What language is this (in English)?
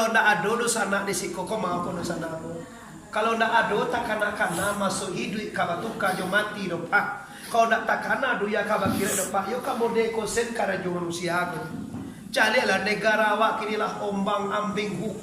Minangkabau